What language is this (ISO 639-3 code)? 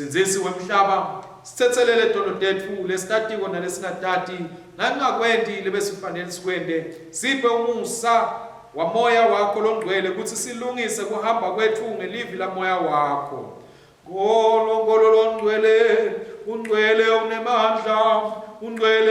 ssw